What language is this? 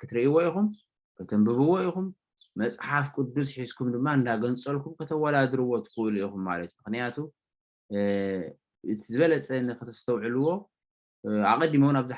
Tigrinya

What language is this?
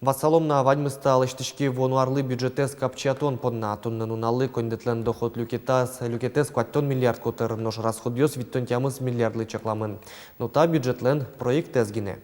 Udmurt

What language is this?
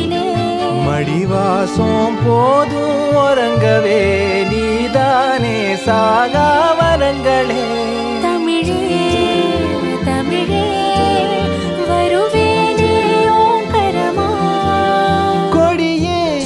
Tamil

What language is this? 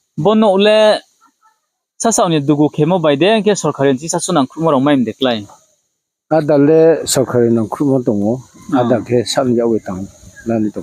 Riang (India)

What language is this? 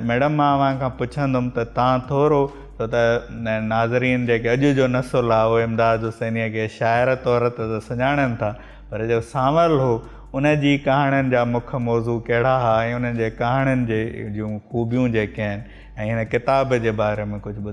Sindhi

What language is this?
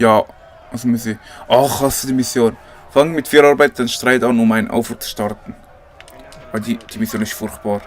Swiss German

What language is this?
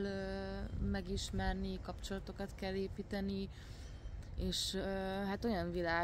Hungarian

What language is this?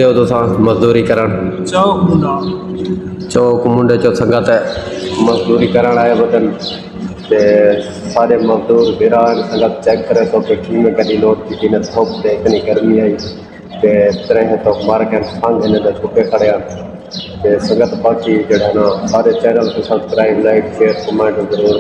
Saraiki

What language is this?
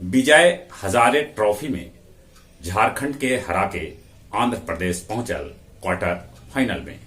Magahi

